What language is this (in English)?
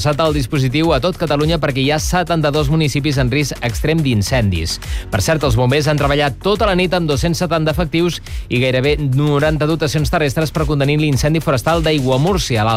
Catalan